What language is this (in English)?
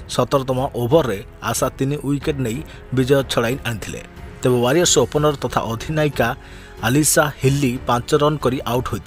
Odia